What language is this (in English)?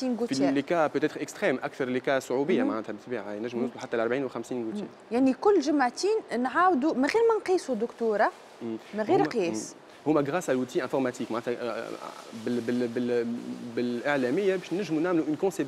Tunisian Arabic